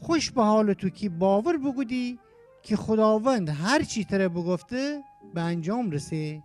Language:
Gilaki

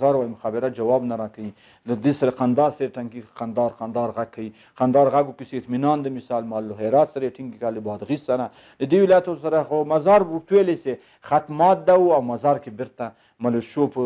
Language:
Pashto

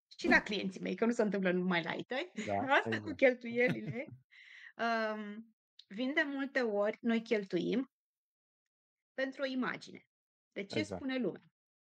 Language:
Romanian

